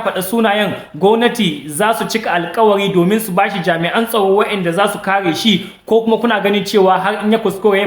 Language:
Hausa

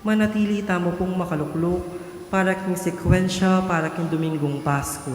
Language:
Pampanga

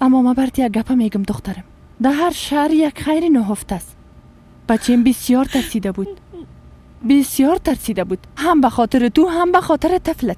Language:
Persian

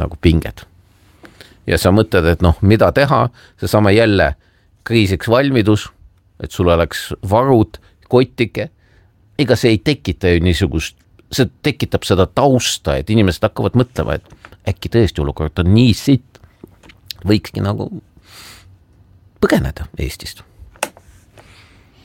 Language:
Estonian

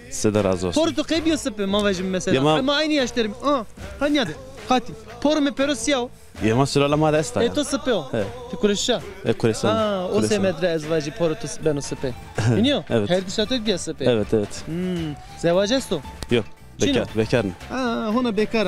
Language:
Zaza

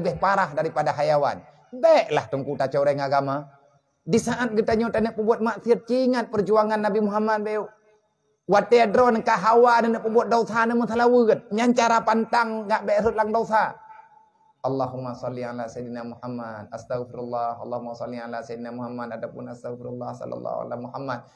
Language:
Achinese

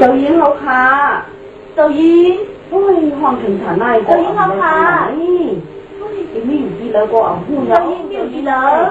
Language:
Shan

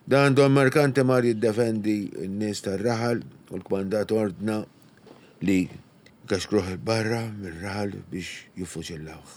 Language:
Maltese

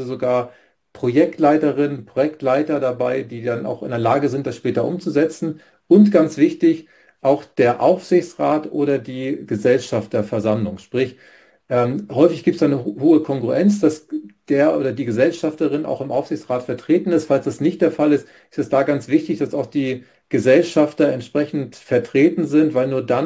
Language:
German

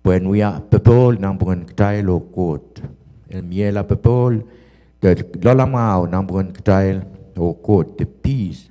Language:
Pohnpeian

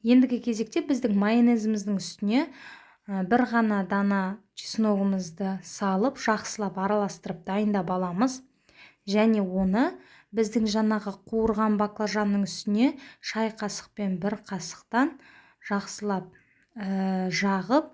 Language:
Kazakh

